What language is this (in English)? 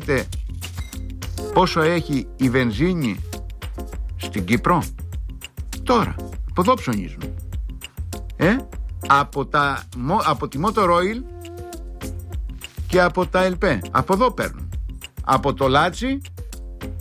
Greek